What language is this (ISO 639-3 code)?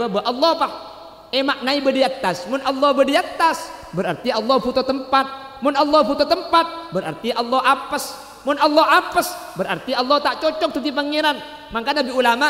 mad